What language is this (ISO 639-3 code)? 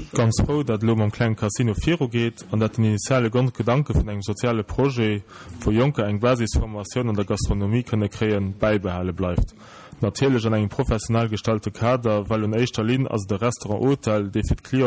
ltz